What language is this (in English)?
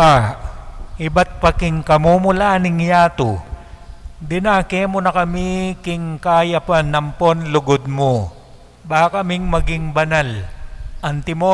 Pampanga